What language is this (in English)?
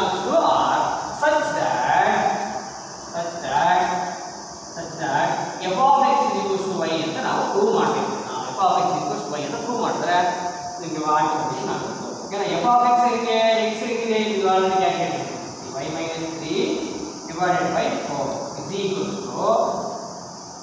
Kannada